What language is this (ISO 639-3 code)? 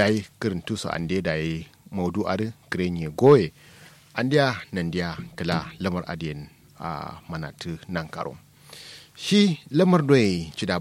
kau